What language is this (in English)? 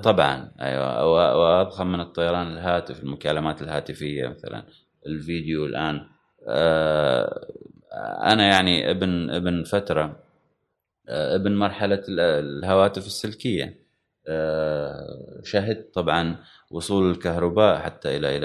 Gulf Arabic